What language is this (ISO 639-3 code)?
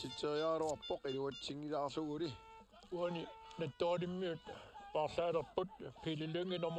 kal